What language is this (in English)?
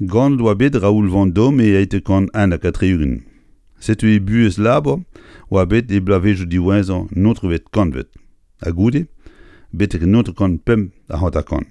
Breton